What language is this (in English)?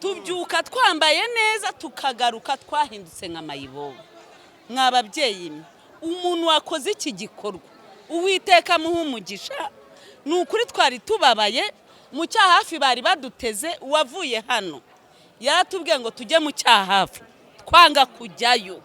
Kinyarwanda